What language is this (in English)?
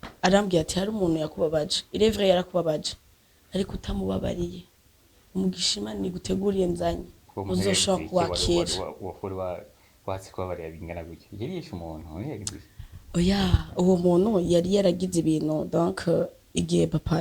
Rundi